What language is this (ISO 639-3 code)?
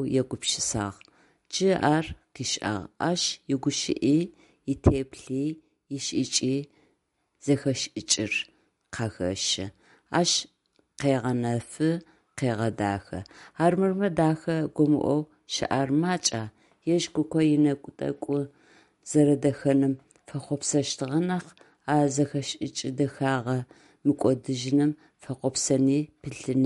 ady